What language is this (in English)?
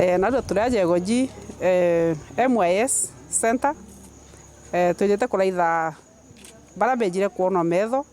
Meru